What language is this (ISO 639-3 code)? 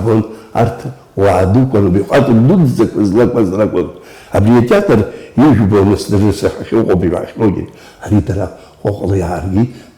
abk